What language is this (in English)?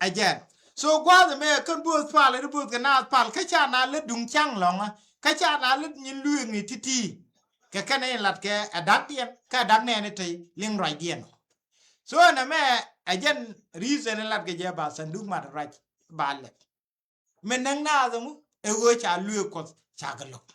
Nuer